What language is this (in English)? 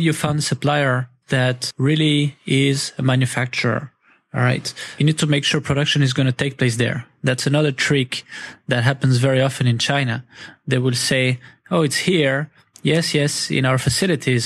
English